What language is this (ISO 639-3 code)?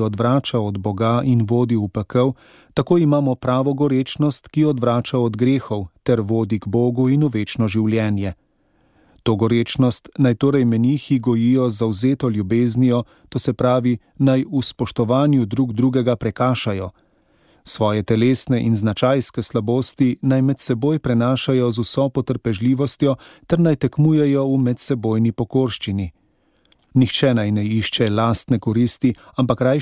slv